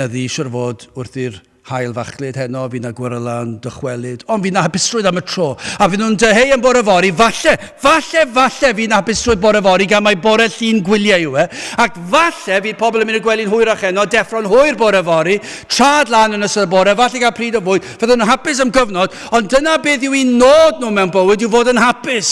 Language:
Welsh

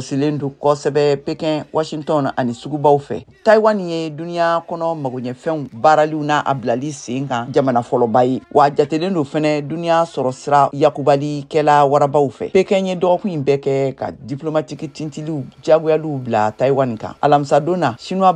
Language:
Bambara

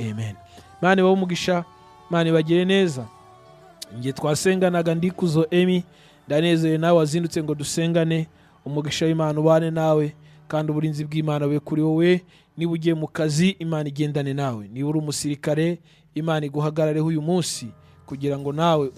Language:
Kinyarwanda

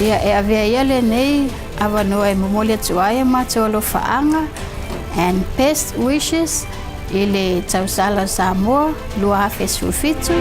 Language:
Samoan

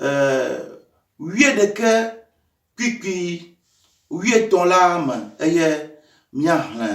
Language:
Ewe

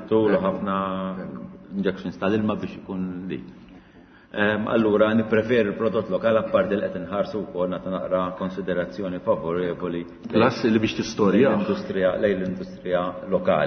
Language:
Maltese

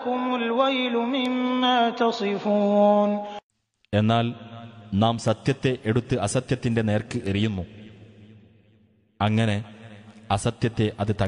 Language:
Malayalam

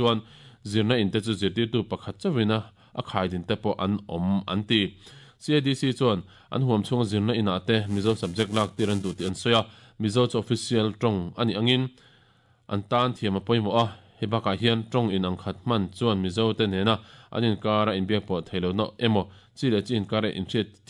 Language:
Mizo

